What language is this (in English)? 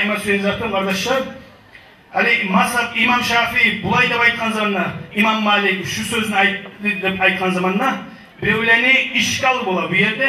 Kumyk